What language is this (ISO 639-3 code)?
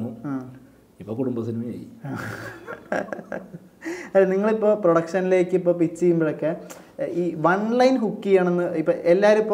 mal